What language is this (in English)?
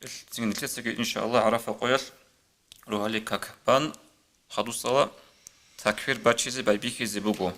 Avaric